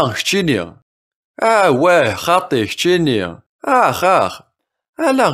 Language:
Kabyle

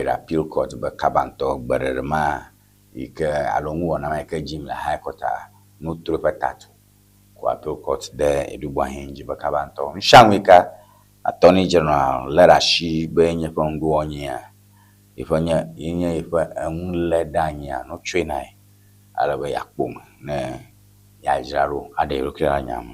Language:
Ewe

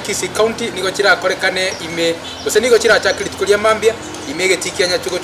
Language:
Gusii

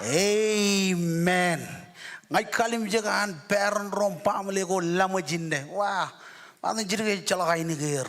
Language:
Marshallese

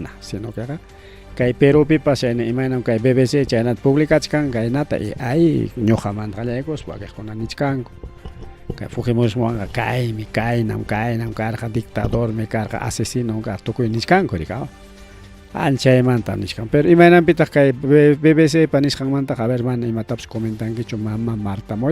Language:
Ayacucho Quechua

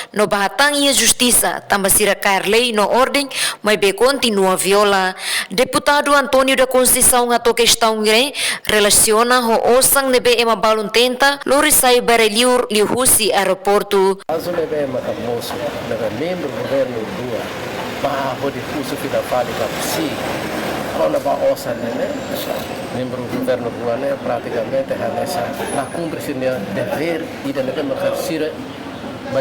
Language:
Tetum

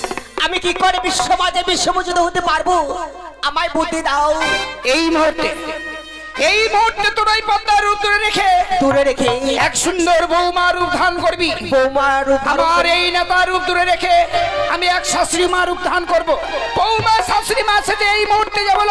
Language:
Bangla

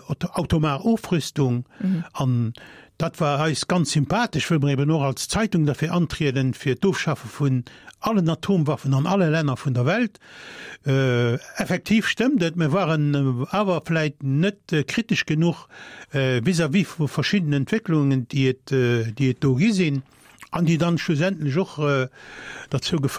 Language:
Luxembourgish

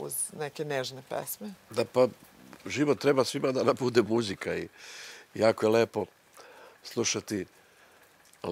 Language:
Serbian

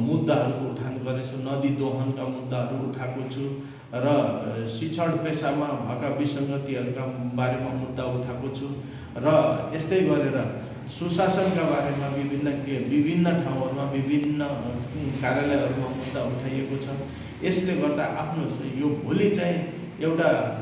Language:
Nepali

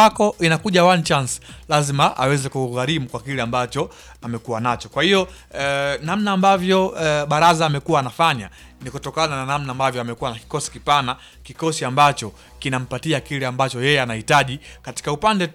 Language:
Swahili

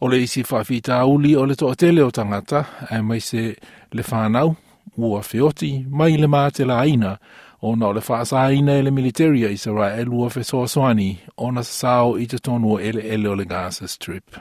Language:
Samoan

